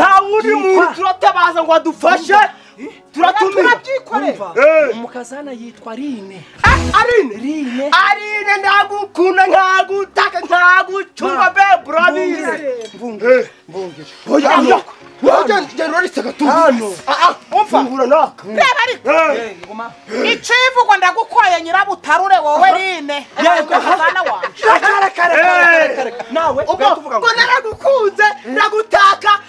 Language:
Kinyarwanda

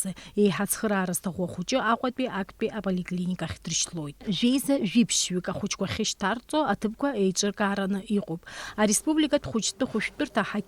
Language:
Abkhazian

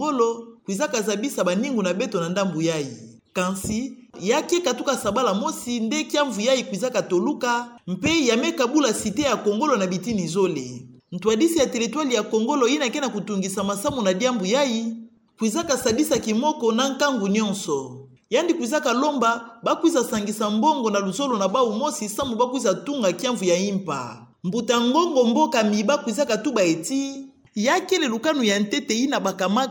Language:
Kituba (Democratic Republic of Congo)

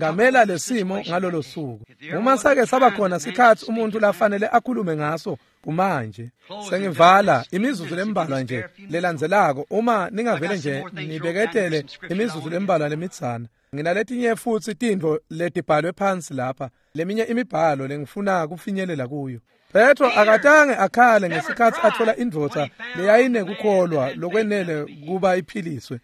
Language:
Swati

